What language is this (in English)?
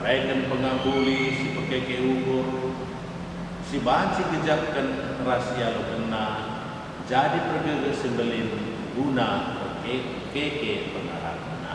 Batak Karo